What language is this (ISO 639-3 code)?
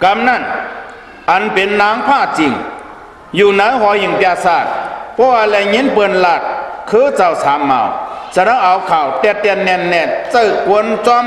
shn